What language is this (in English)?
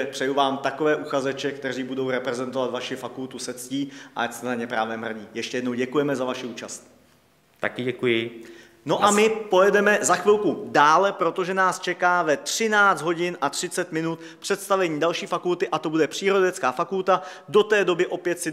Czech